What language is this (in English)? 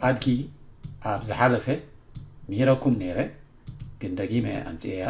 Tigrinya